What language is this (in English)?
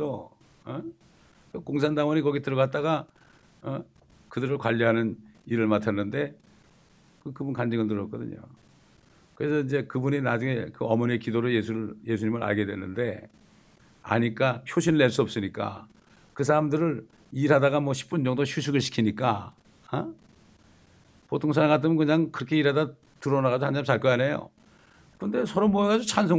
Korean